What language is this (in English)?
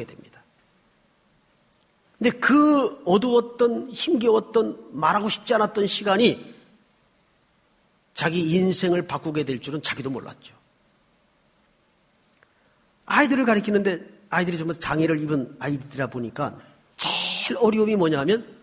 Korean